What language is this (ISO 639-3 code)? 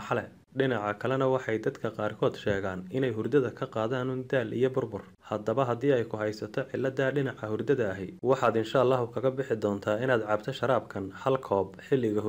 som